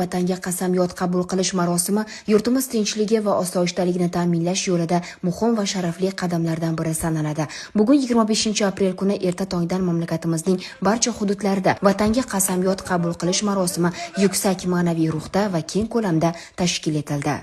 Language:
Uzbek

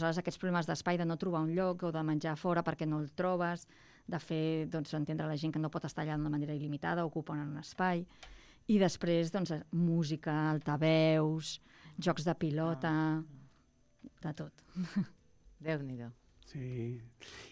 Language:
Catalan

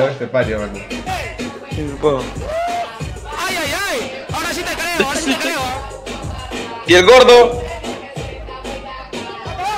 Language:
Spanish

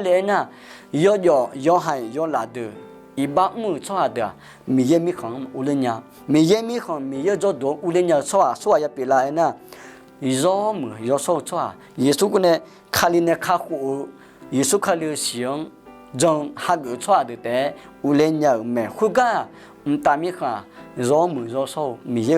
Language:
Akha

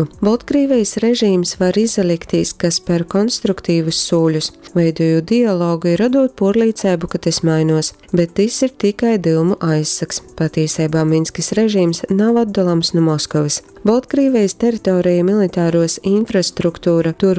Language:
Latgalian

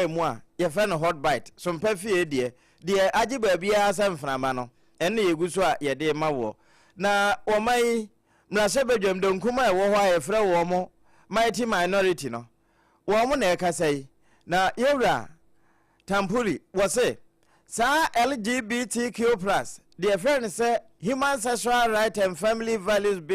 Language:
Akan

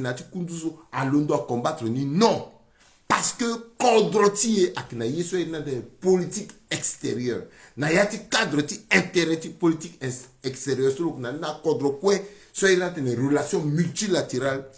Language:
Sango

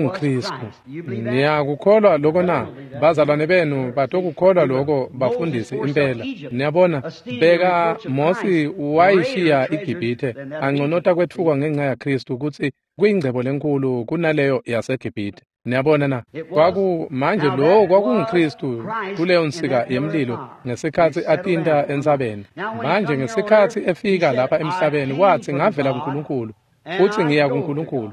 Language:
Swati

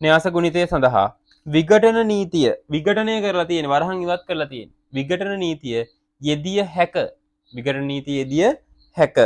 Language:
Sinhala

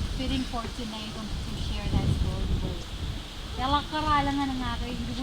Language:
Marshallese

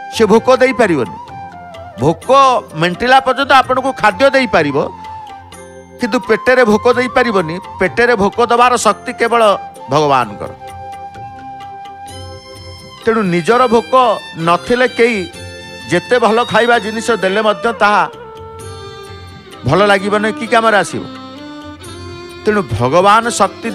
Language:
Odia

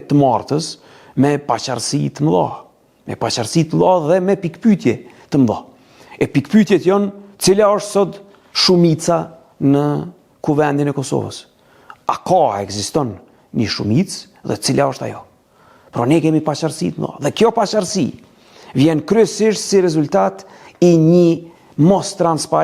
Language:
Albanian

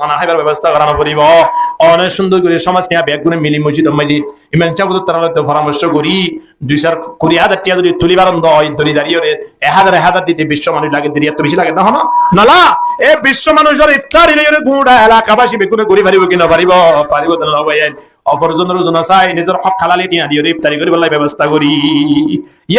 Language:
Rohingya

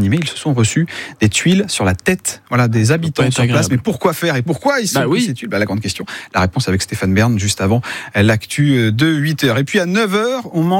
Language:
French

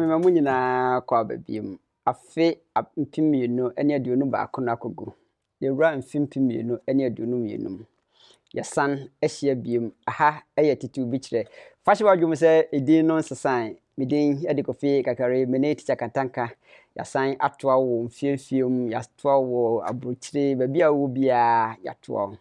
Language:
Akan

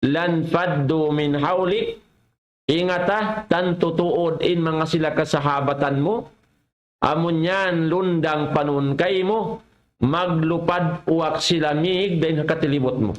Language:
Tausug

